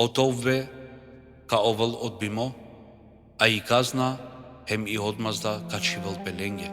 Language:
Balkan Romani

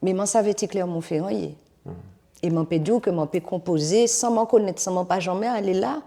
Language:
Guadeloupean Creole French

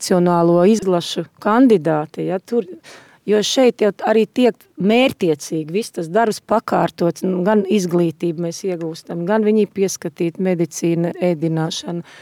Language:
Latvian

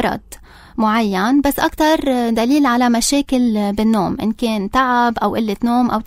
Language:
North Levantine Arabic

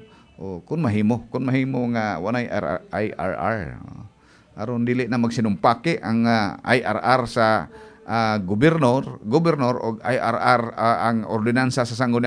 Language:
Cebuano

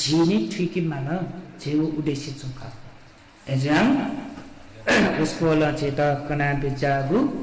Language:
Newari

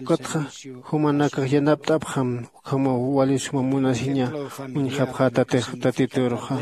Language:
Aymara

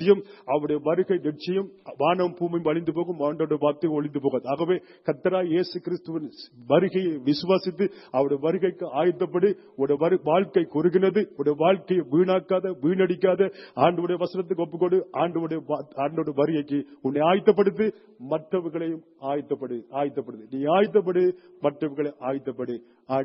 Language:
Tamil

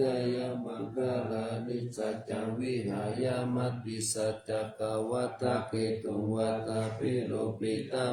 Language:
Pali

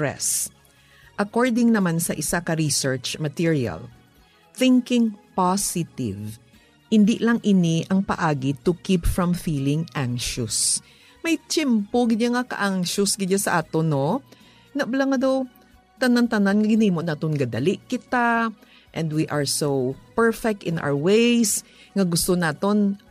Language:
Hiligaynon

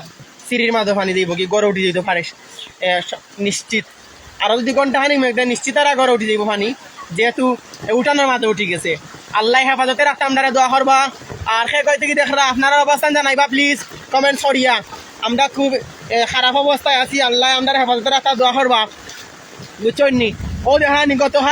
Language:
Sylheti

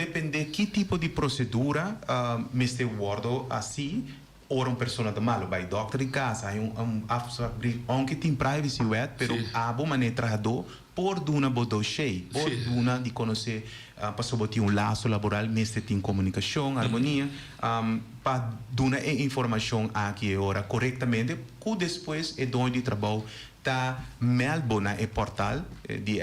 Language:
Papiamento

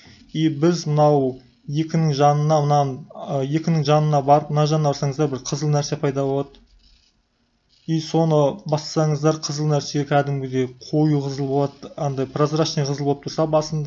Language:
Kazakh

